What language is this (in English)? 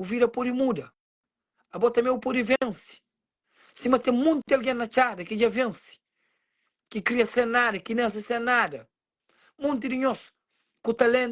Kabuverdianu